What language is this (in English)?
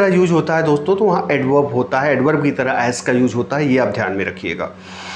Hindi